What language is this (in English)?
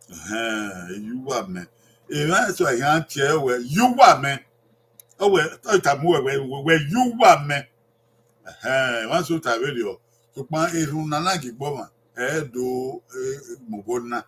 Bini